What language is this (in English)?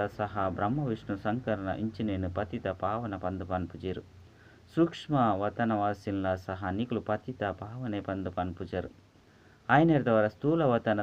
Tulu